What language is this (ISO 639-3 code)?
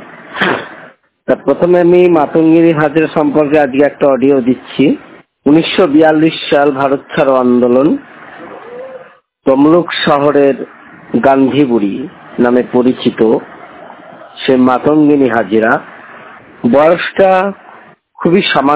ben